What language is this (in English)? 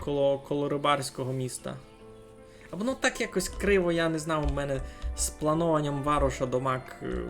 Rusyn